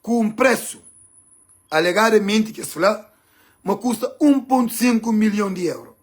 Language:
Kabuverdianu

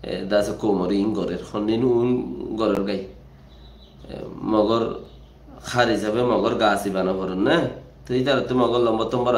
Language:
Rohingya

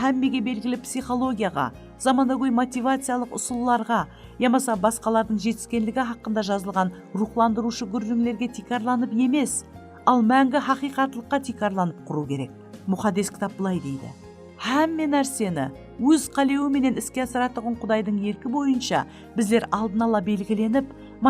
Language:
Kara-Kalpak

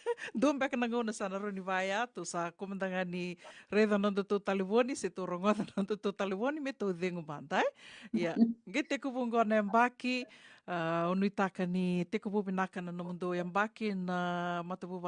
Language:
Fijian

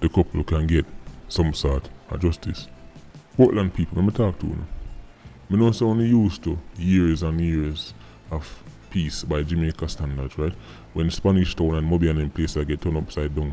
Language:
Jamaican Creole English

